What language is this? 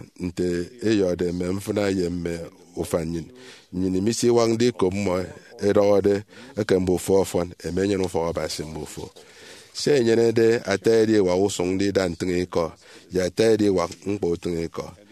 Efik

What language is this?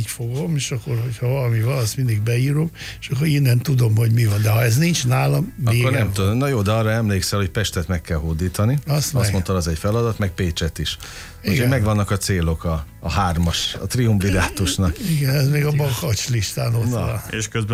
Hungarian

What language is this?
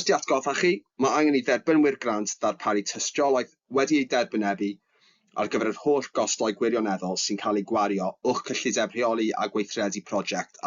Welsh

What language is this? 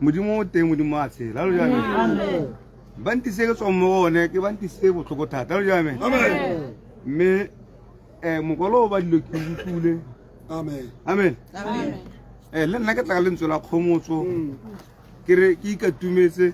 Tswana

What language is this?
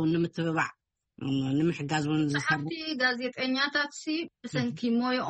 Tigrinya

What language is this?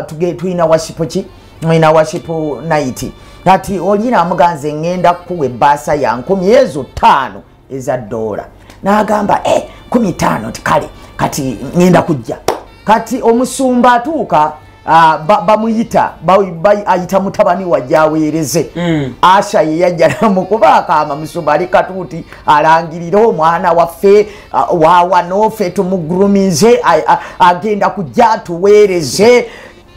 Ganda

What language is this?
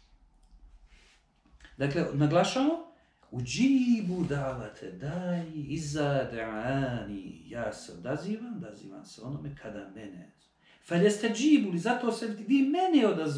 Bosnian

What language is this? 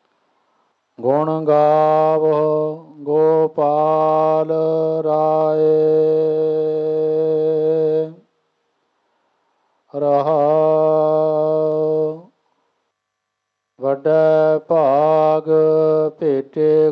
Punjabi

